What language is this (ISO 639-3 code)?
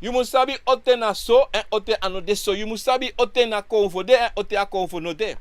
srn